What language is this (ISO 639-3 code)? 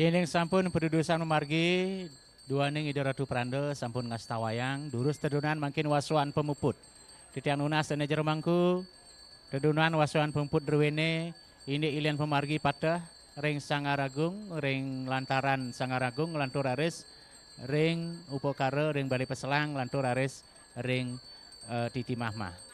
ban